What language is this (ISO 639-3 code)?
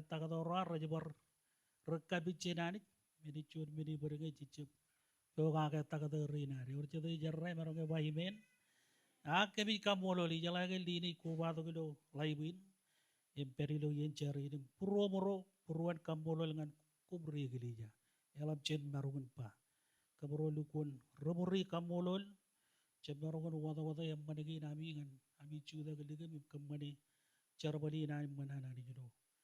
mah